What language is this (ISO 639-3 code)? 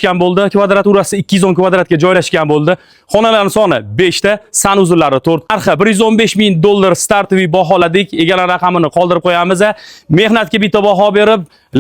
uzb